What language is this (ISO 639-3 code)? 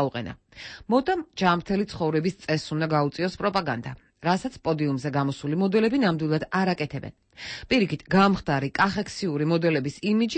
kat